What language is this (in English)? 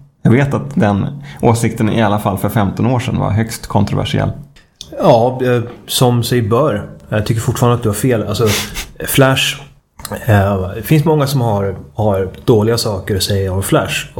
Swedish